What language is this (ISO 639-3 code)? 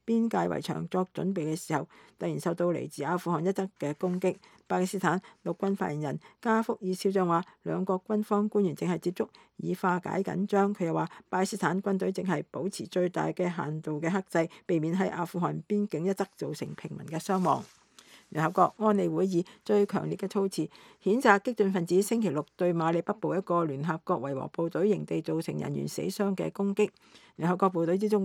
yue